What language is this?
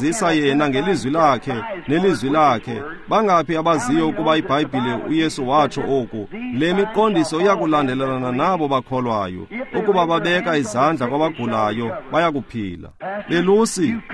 Xhosa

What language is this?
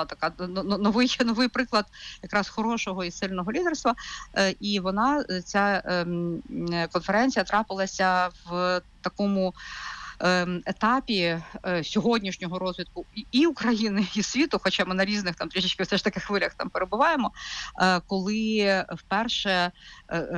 Ukrainian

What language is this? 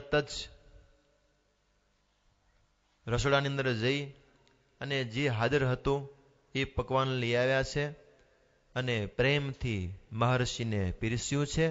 Gujarati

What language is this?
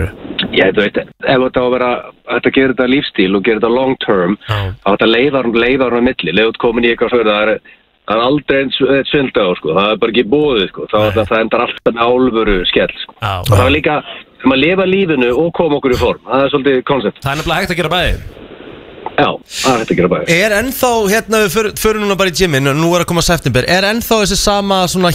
Icelandic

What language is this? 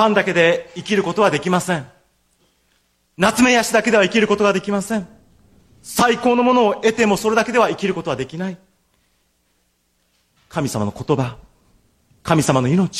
Japanese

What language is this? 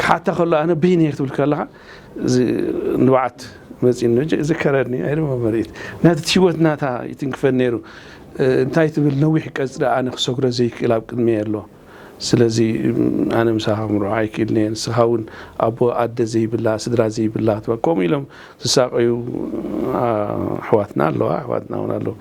Tigrinya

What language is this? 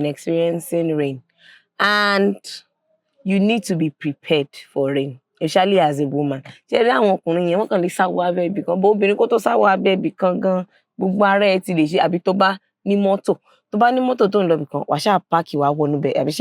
Yoruba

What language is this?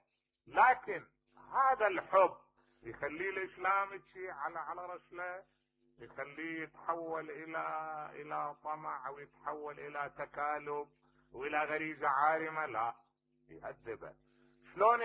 Mesopotamian Arabic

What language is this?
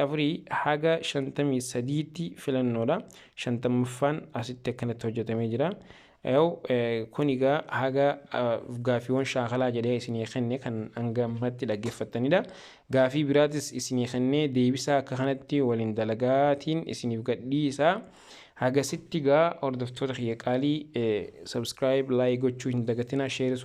Oromo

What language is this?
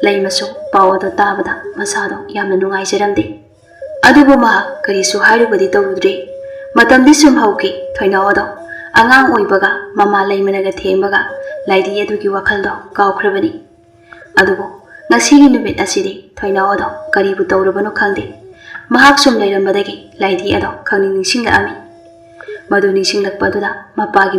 Manipuri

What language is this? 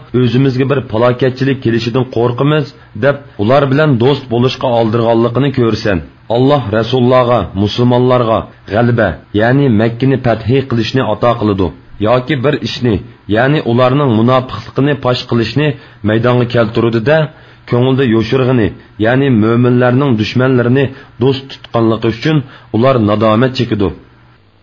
Uyghur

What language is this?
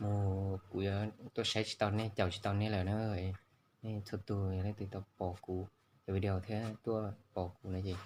Hmong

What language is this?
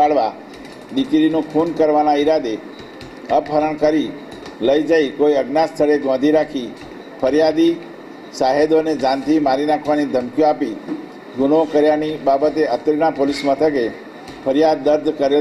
Gujarati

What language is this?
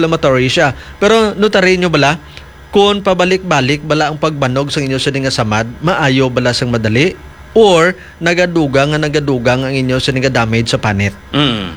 Hiligaynon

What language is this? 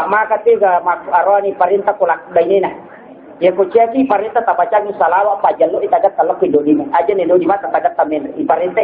Buginese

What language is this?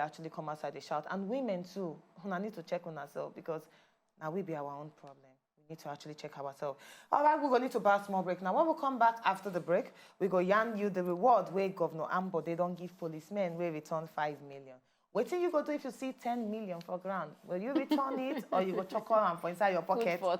Nigerian Pidgin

